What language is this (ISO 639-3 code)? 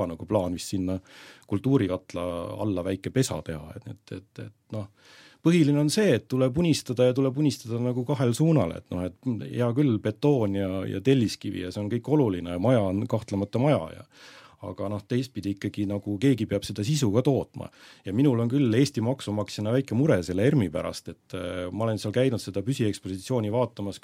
est